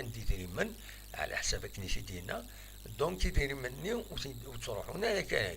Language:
Kabyle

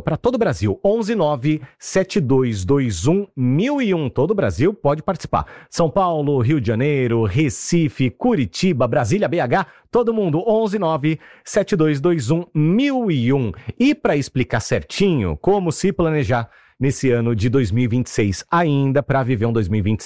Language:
Portuguese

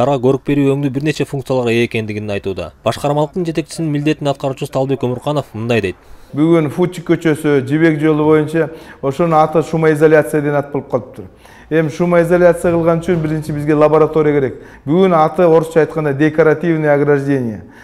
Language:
Kyrgyz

